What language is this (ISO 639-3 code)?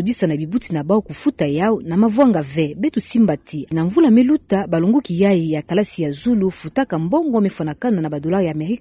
ktu